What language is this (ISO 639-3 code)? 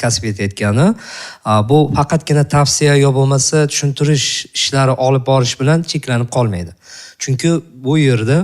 uzb